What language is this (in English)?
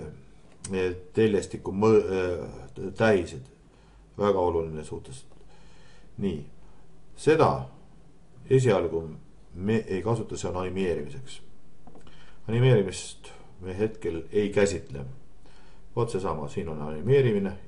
Estonian